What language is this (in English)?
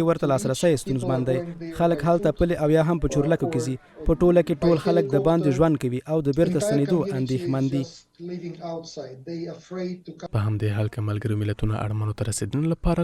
Pashto